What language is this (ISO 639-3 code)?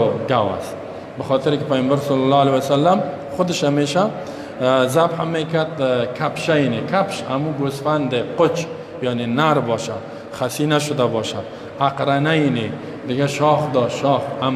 fas